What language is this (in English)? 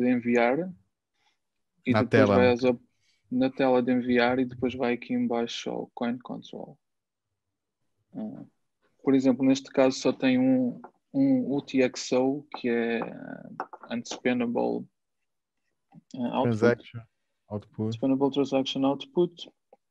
Portuguese